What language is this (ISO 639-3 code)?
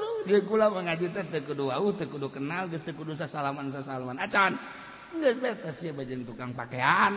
sun